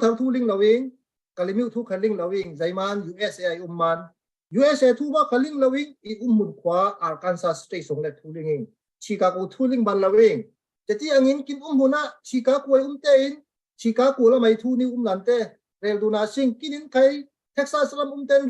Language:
Falam Chin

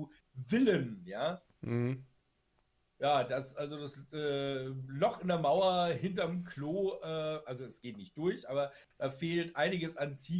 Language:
German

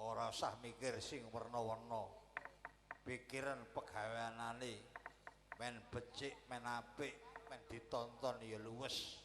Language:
Javanese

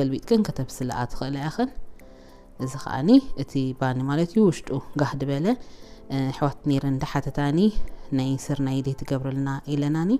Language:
Tigrinya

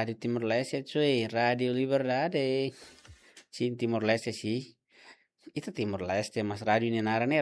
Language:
Tetum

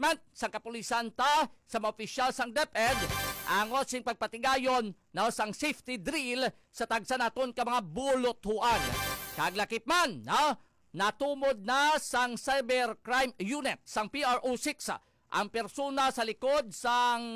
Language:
Hiligaynon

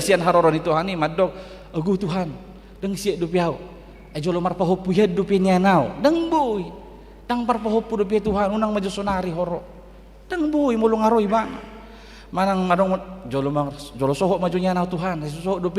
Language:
Batak Toba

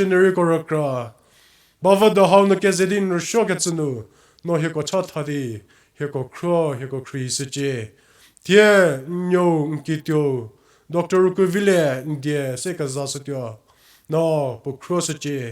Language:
Angami Naga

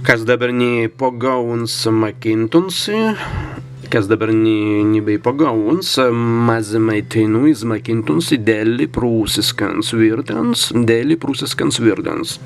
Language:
Prussian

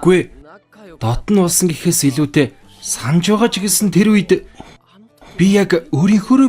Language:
Mongolian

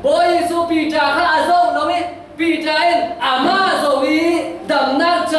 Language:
Falam Chin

